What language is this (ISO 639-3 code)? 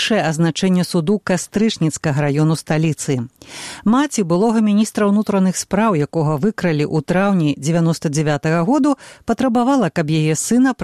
bel